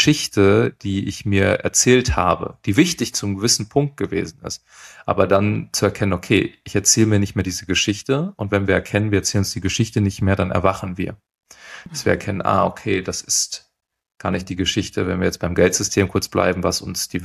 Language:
German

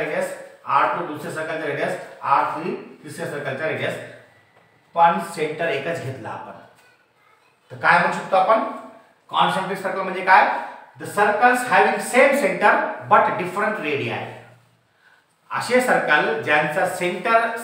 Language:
Marathi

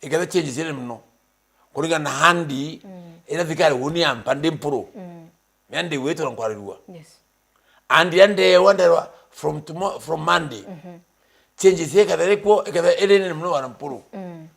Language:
Meru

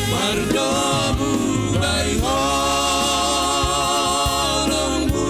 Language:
Batak Simalungun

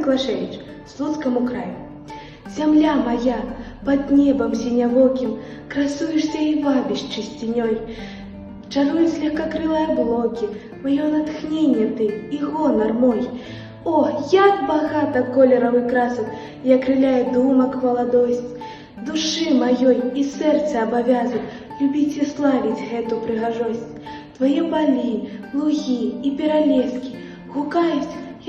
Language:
Belarusian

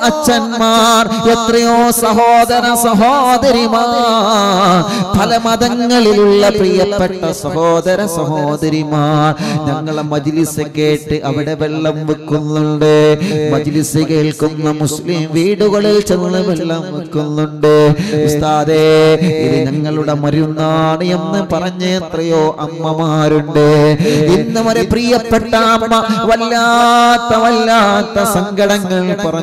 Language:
Malayalam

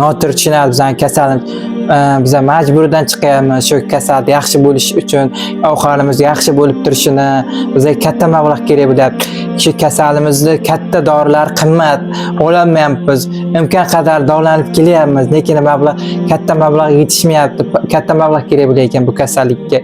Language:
Uzbek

